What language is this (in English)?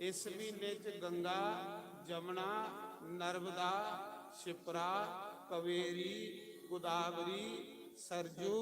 Dogri